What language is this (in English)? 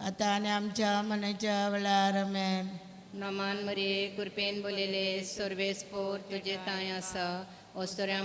Konkani